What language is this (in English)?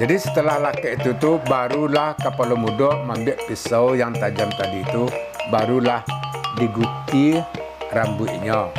Minangkabau